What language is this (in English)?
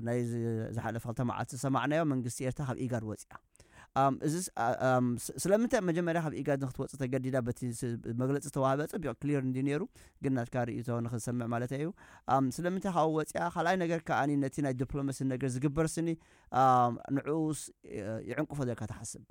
Tigrinya